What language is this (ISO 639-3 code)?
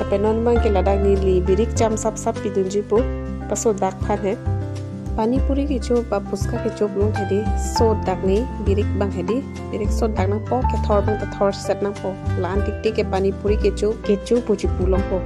mjw